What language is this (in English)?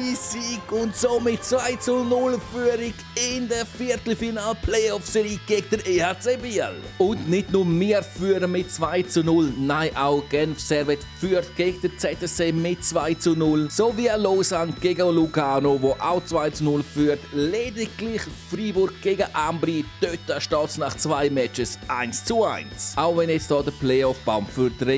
Swiss German